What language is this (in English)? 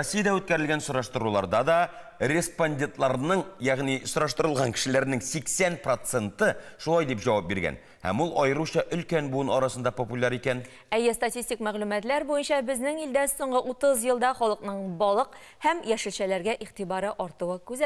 Tatar